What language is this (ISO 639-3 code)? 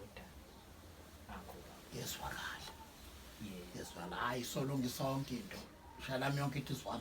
zul